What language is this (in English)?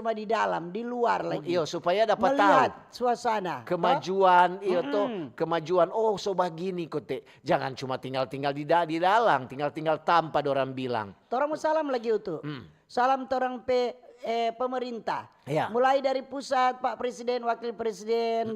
Manado Malay